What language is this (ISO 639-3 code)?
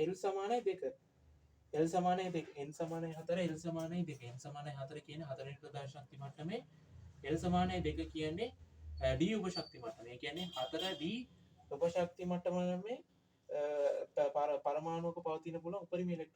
sin